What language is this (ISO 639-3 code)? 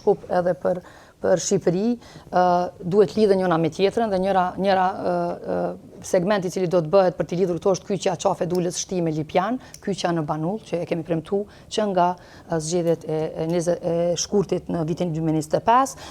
sqi